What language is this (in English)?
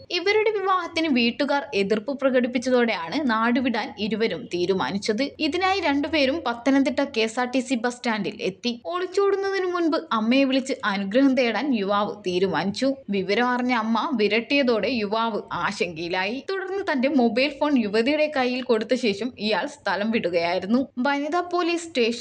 Malayalam